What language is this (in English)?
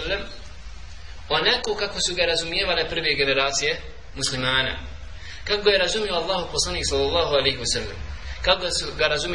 Bosnian